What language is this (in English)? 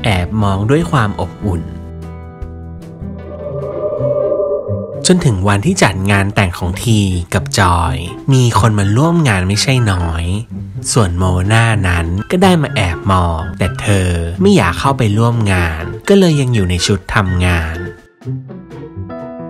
Thai